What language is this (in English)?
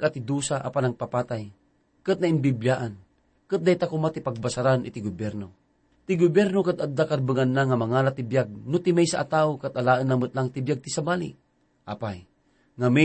Iloko